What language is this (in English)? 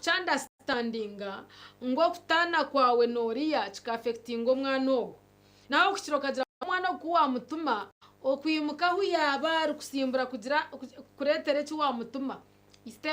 Nyankole